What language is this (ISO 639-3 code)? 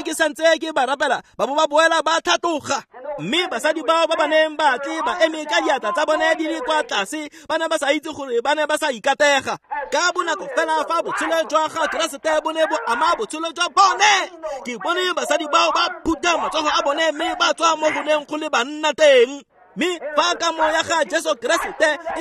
tsn